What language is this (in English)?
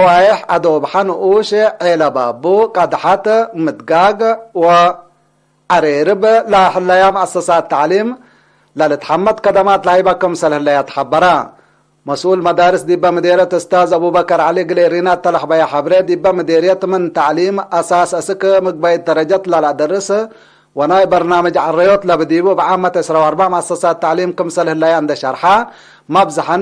Tigre